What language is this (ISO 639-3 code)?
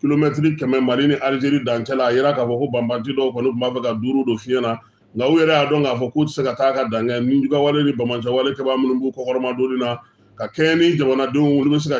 bam